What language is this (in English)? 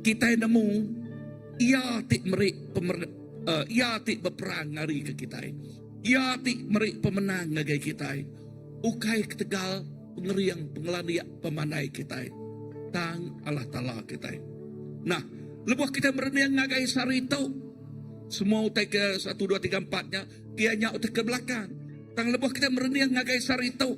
Iban